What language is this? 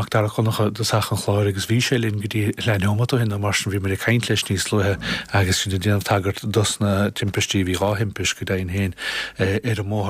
Irish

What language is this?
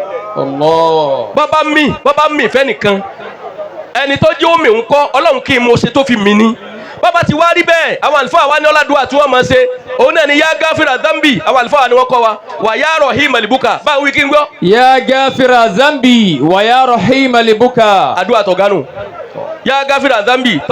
Yoruba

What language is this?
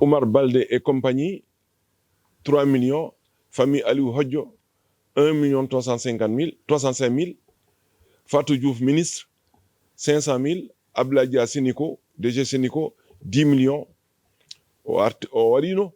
Fula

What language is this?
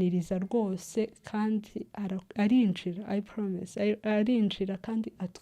Kinyarwanda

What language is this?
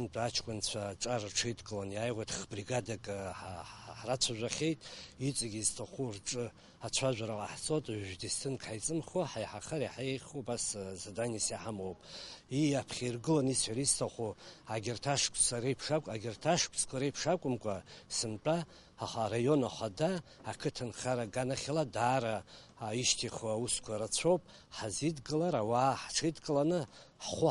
Abkhazian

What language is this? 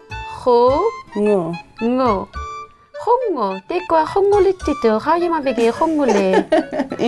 Inuktitut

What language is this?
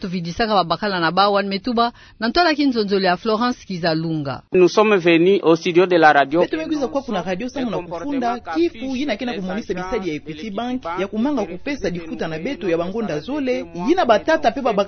Kituba (Democratic Republic of Congo)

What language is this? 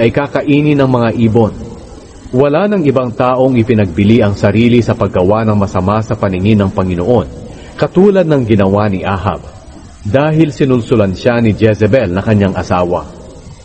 Filipino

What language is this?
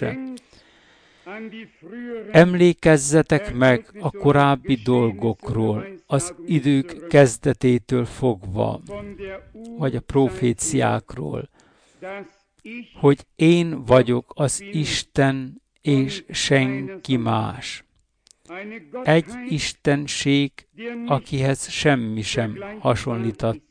Hungarian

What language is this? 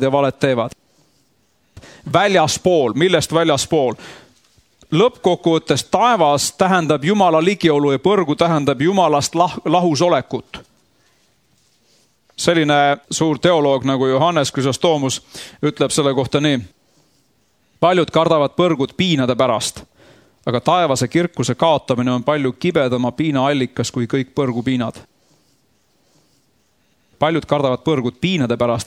Estonian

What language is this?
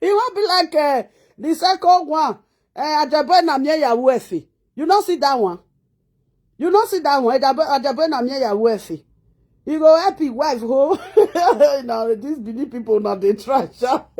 Nigerian Pidgin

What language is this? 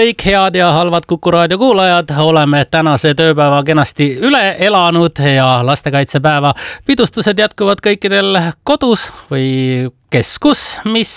Estonian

